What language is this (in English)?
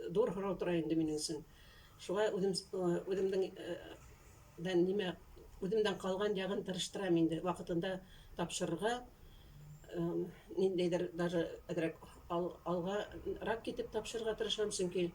Bashkir